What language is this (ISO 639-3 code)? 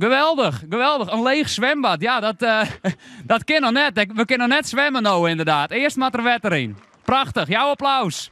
fry